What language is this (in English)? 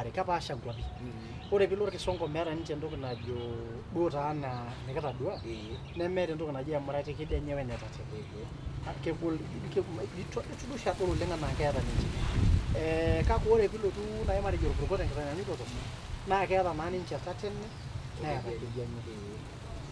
Masai